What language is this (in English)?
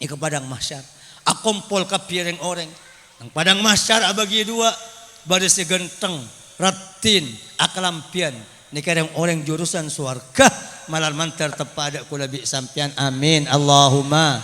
Madurese